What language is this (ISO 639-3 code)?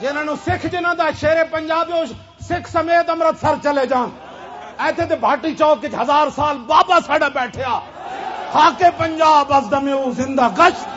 lah